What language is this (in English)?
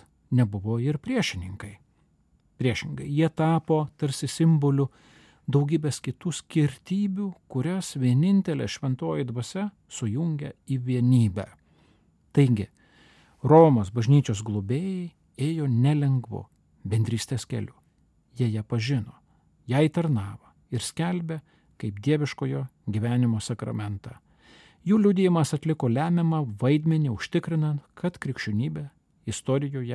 Lithuanian